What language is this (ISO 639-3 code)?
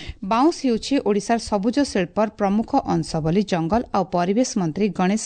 ori